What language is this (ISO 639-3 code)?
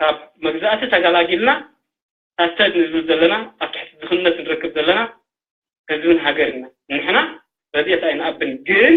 tir